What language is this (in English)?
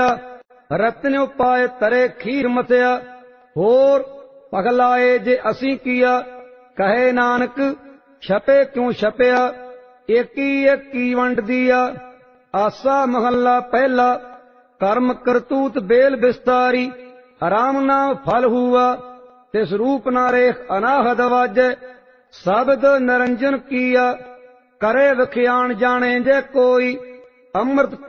Punjabi